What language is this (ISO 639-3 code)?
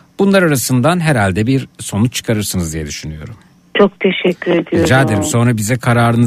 tur